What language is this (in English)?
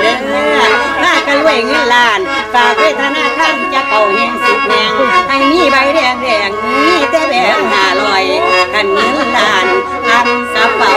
Northeastern Thai